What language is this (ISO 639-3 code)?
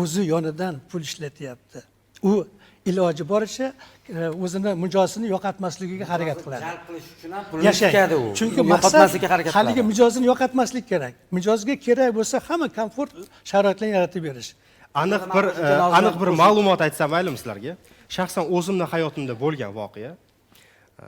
uzb